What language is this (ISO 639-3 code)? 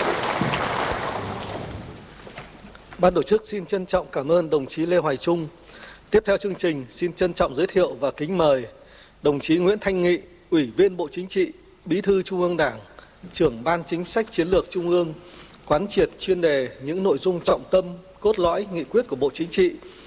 vie